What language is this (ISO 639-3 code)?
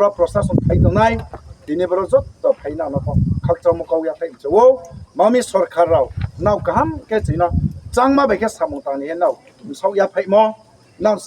ria